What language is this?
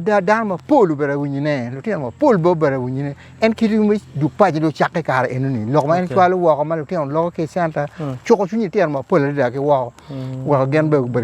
Acoli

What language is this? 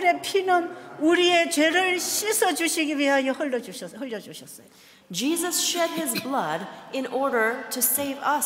Korean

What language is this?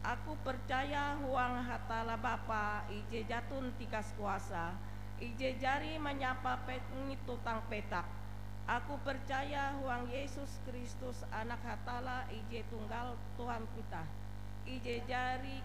Ngaju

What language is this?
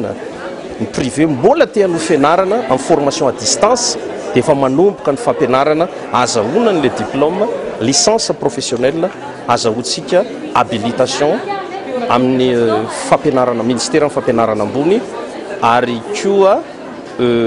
Malagasy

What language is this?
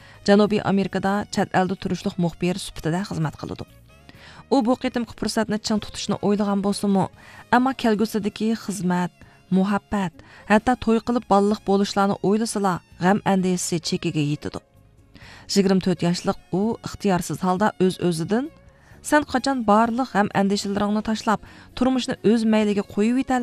Uyghur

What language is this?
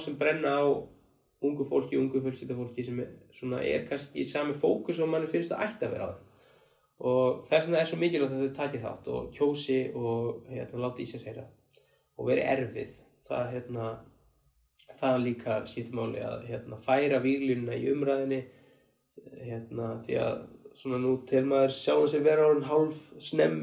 Icelandic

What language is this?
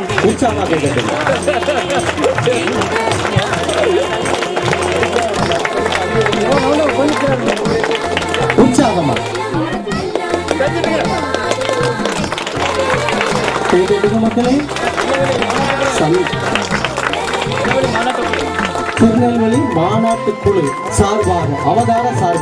Tamil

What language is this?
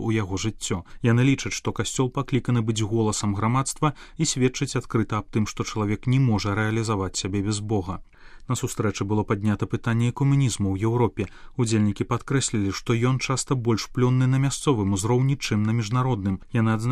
Belarusian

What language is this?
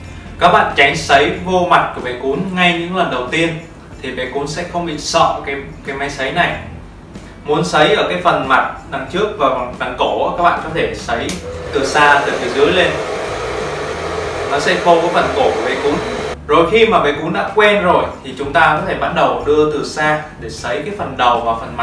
Vietnamese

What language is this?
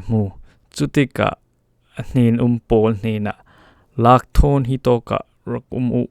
Falam Chin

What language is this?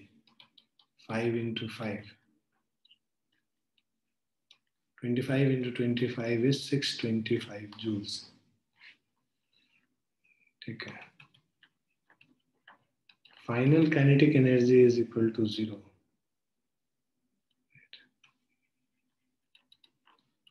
English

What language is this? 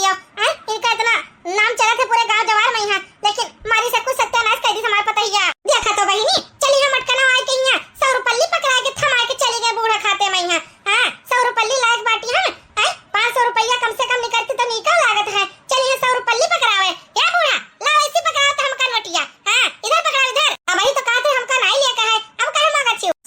Awadhi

